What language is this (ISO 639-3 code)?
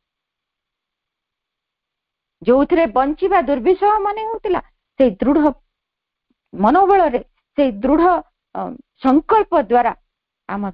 ori